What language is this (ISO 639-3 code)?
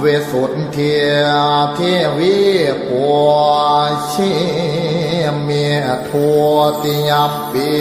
pli